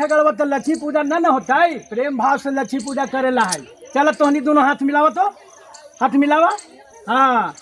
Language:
Magahi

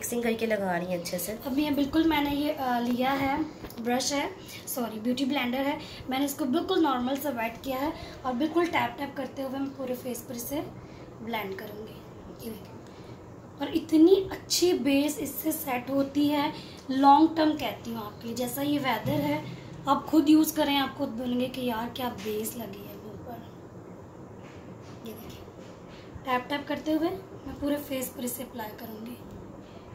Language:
Hindi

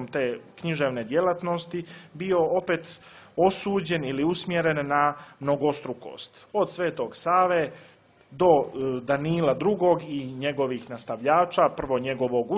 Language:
Serbian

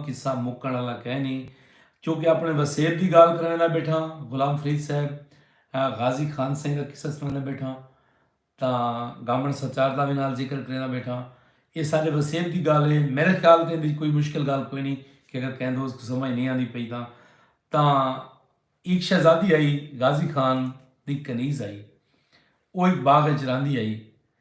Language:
Saraiki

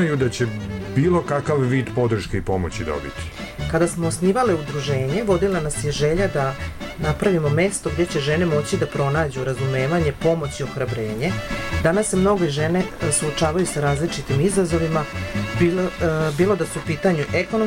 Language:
Serbian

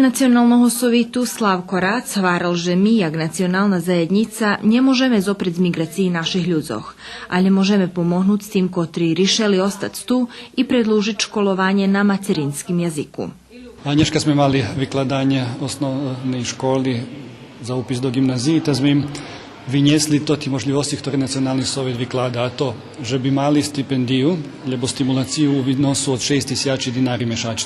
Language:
Rusyn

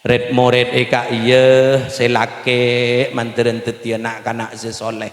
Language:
Madurese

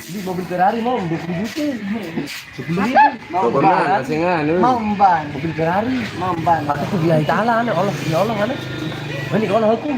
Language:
Sasak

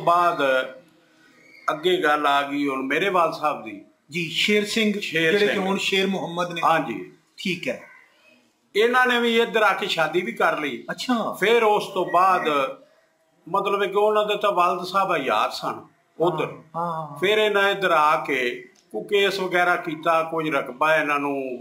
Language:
Punjabi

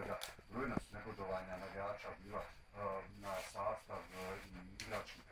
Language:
Bosnian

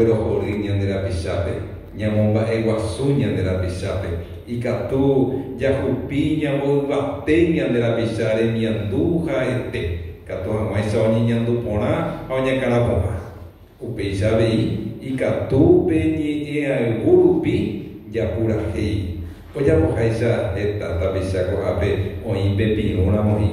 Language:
Guarani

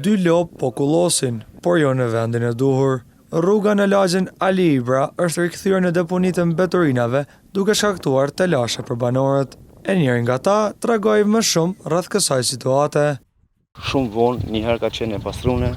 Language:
Albanian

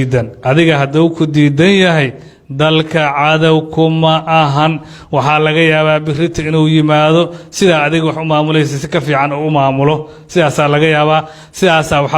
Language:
Somali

